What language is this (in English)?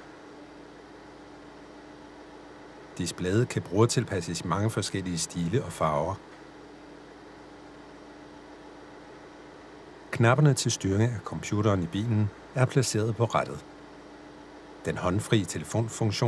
Danish